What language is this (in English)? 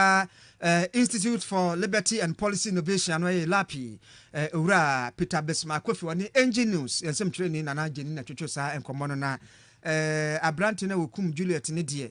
Akan